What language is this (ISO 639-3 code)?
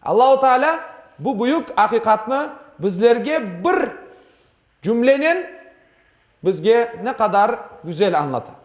crh